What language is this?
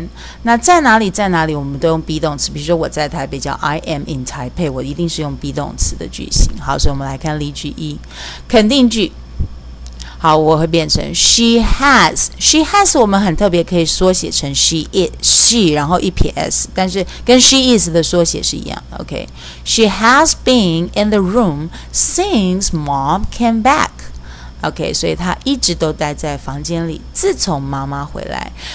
Chinese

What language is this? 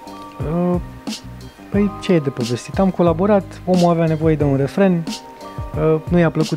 Romanian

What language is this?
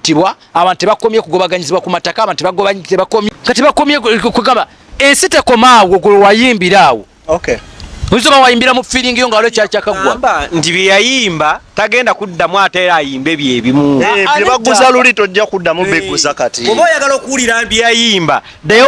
Ganda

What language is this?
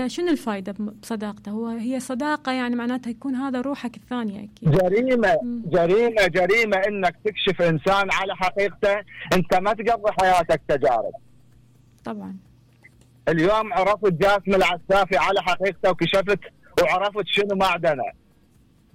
Mesopotamian Arabic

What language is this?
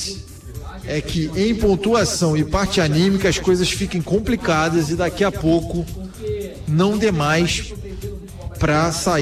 Portuguese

